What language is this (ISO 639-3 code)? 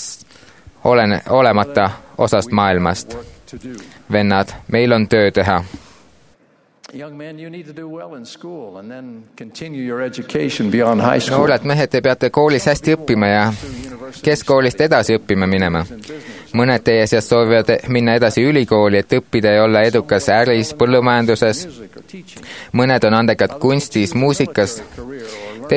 est